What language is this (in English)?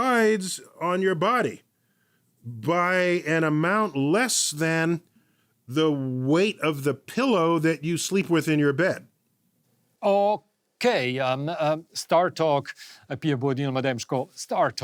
Romansh